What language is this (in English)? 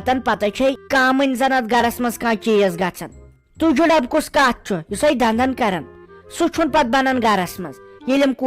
Kashmiri